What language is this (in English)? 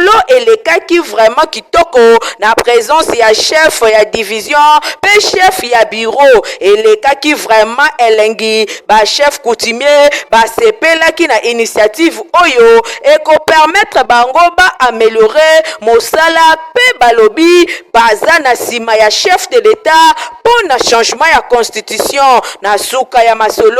Lingala